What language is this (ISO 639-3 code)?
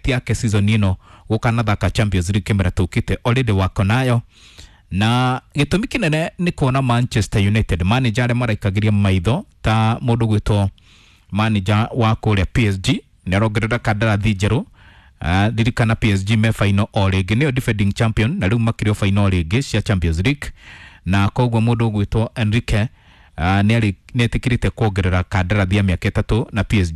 kik